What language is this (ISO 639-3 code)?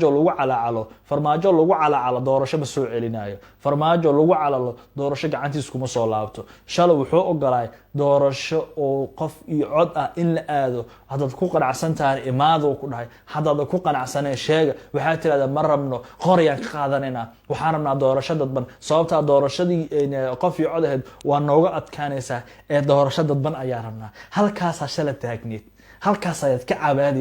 som